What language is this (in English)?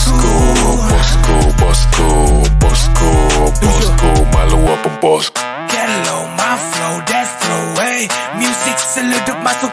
Malay